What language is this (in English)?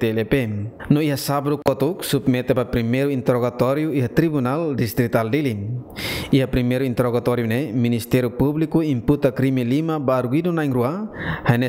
Tetum